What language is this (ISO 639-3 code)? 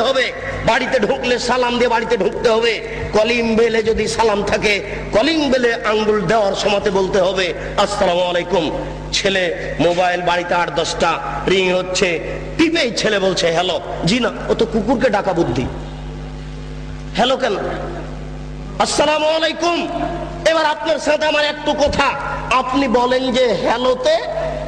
ben